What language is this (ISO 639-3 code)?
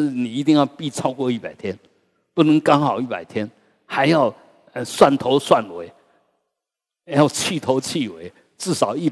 zho